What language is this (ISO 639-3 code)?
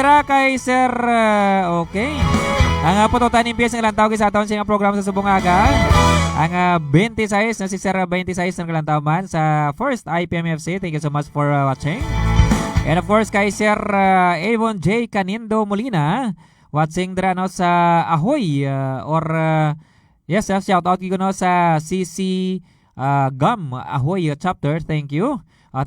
hil